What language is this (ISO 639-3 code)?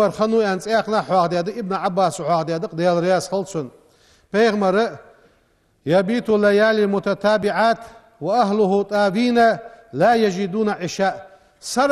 inh